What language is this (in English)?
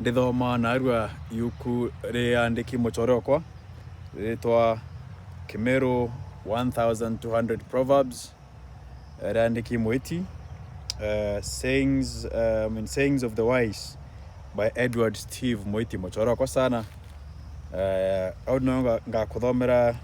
Meru